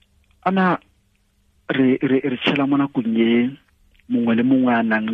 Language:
Tswana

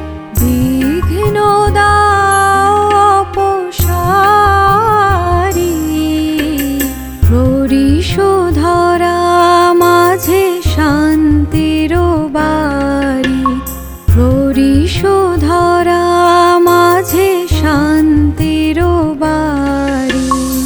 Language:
Bangla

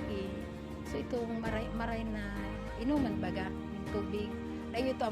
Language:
Bikol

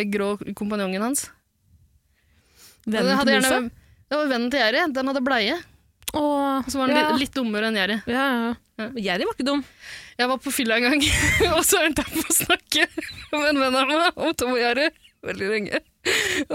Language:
Norwegian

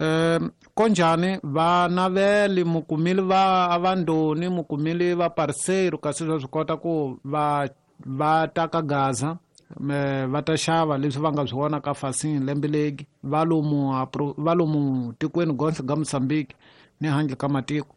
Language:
Tsonga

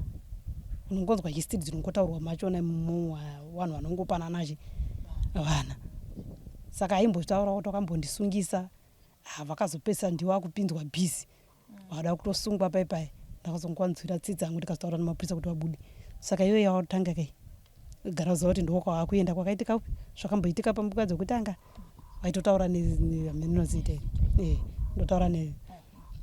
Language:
Shona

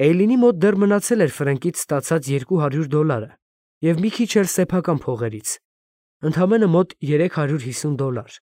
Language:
Armenian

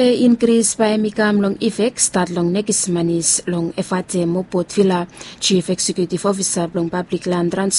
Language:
Bislama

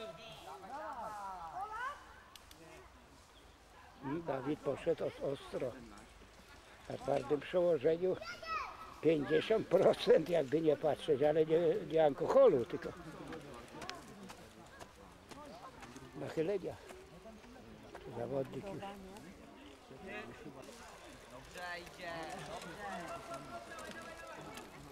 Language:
Polish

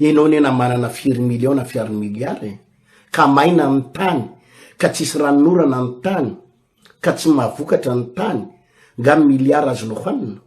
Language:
Malagasy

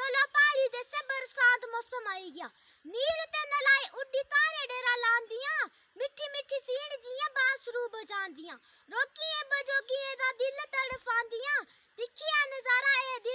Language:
Dogri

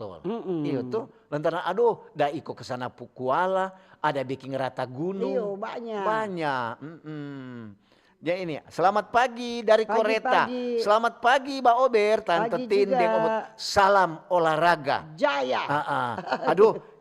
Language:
Manado Malay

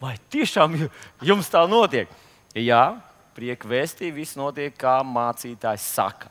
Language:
Latvian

